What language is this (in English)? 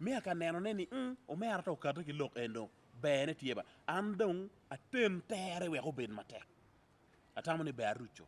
Acoli